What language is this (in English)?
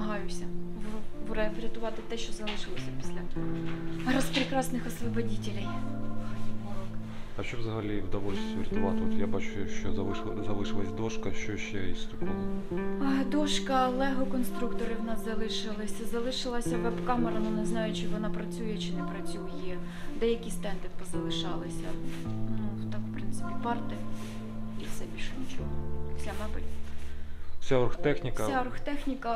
Ukrainian